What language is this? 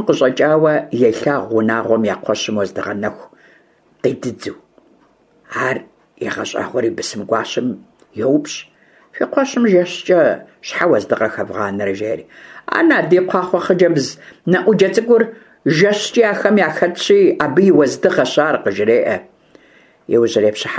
Kabardian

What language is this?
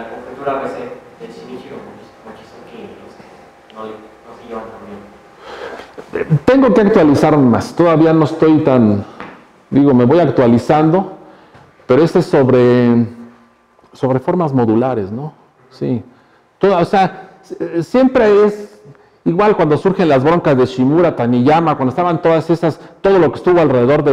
Spanish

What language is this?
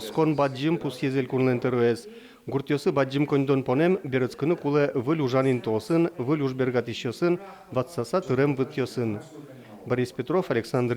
Udmurt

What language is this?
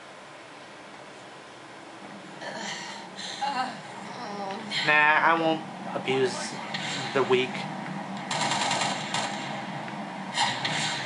English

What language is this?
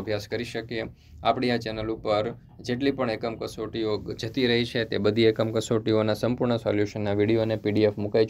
Gujarati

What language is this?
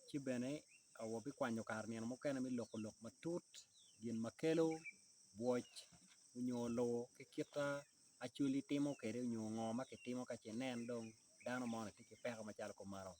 Acoli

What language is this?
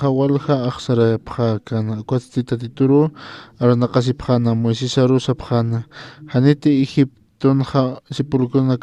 Aymara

